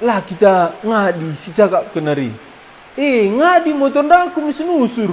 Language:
Batak Karo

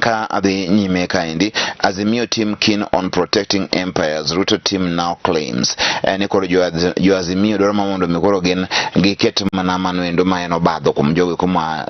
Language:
Luo (Kenya and Tanzania)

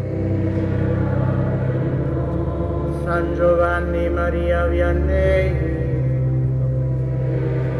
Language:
Italian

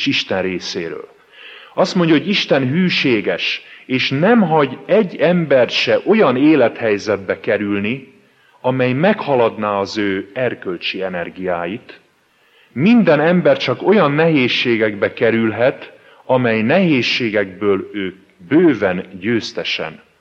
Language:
Hungarian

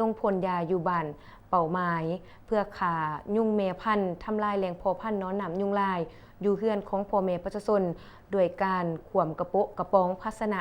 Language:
Lao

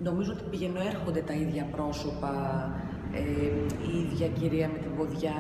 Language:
Greek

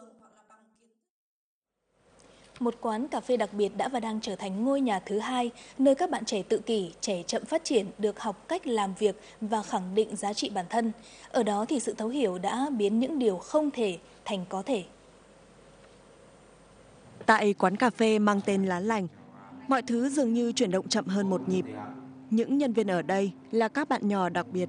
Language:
Vietnamese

